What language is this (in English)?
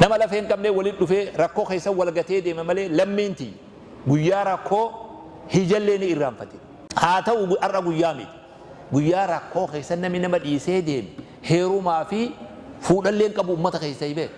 Oromo